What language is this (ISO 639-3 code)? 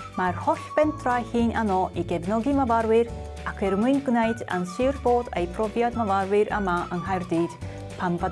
cym